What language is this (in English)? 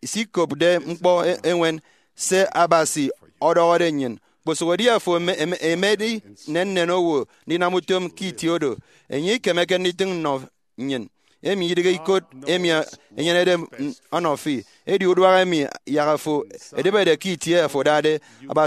Efik